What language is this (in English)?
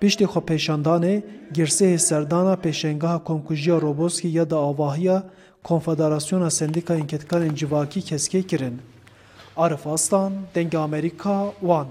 Kurdish